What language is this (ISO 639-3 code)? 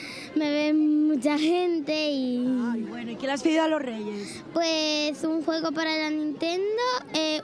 spa